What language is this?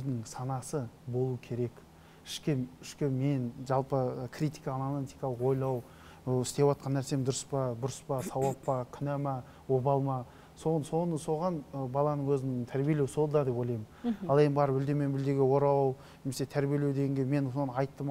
Kazakh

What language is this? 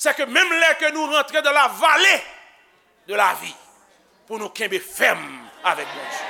Haitian Creole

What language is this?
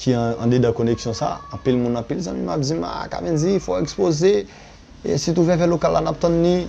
Haitian Creole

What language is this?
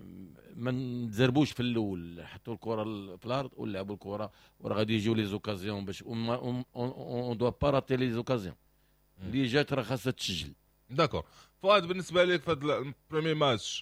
Moroccan Arabic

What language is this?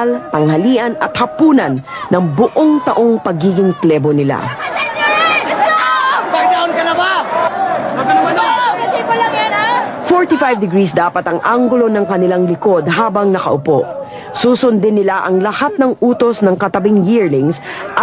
Filipino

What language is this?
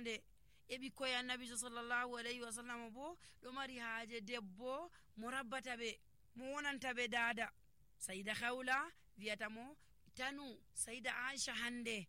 Nigerian Fulfulde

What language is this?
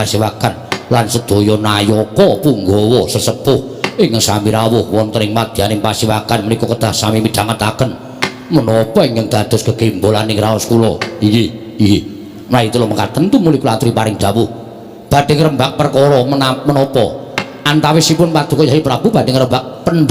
Javanese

